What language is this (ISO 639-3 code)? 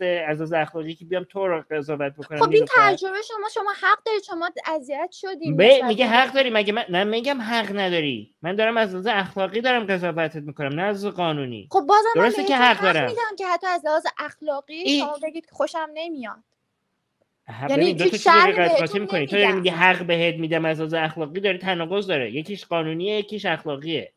fas